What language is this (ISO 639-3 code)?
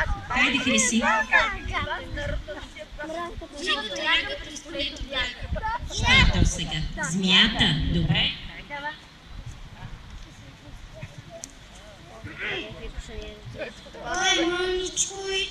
bul